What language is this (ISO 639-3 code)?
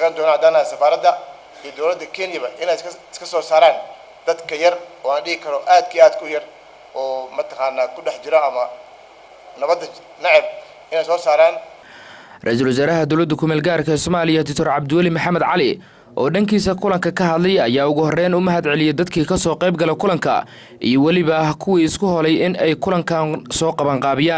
som